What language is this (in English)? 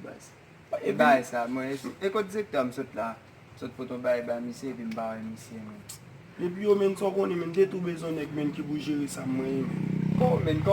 Haitian Creole